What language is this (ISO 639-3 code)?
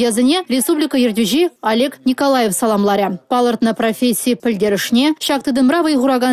chv